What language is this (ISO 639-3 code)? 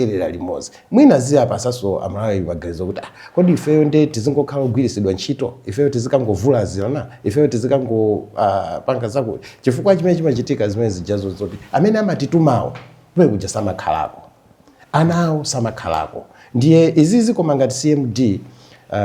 nya